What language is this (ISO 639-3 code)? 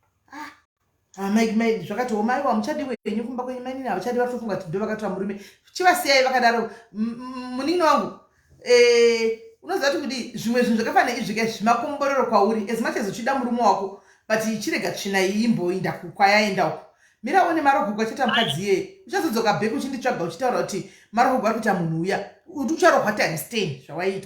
sna